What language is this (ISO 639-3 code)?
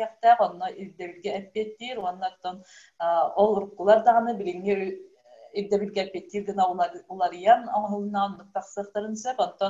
sah